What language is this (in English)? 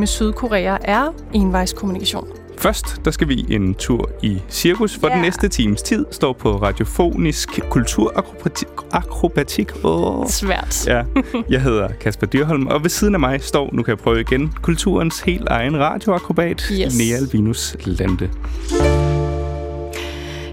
Danish